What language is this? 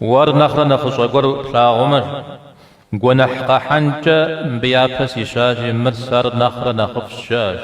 Kabardian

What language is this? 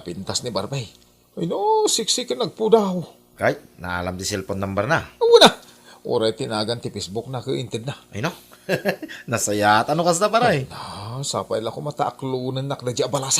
Iloko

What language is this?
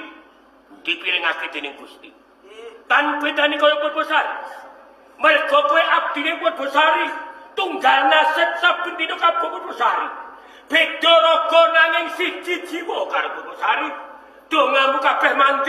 Javanese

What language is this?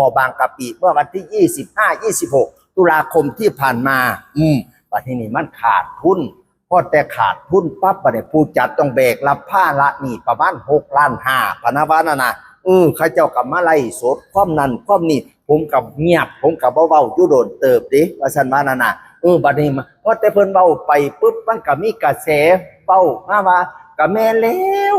Northeastern Thai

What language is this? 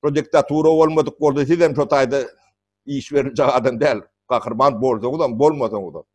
Turkmen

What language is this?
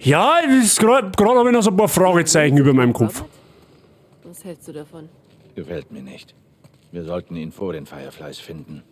Bavarian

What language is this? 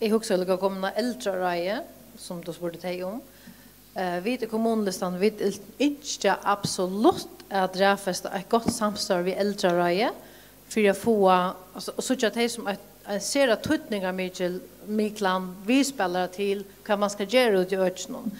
Faroese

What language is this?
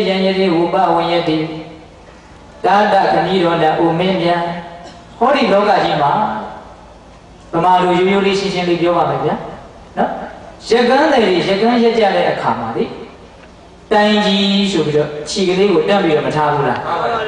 Burmese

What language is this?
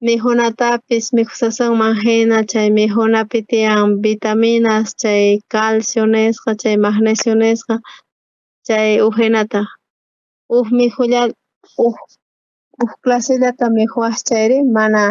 South Bolivian Quechua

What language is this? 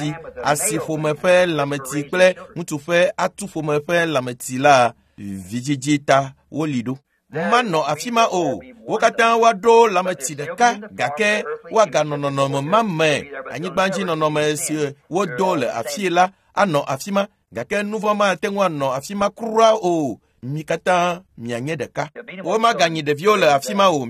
Ewe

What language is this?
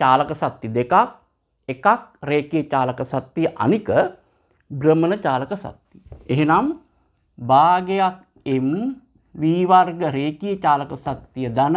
Sinhala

